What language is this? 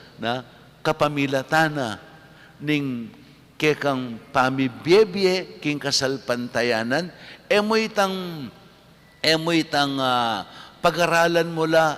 Pampanga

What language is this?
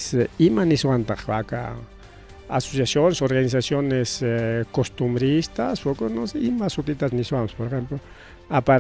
Ayacucho Quechua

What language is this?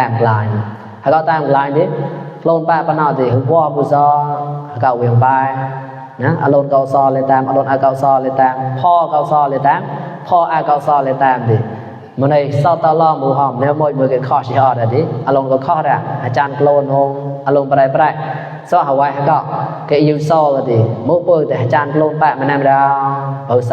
Mon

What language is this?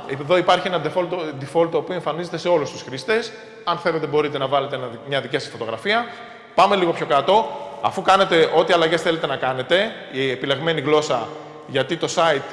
Greek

